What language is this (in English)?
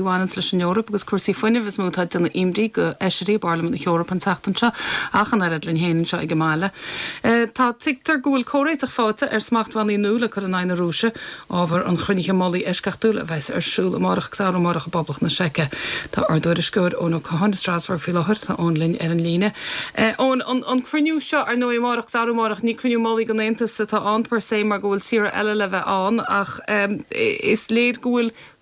Irish